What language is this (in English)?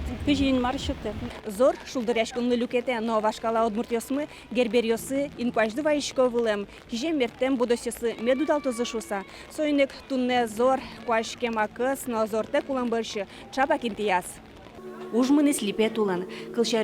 Udmurt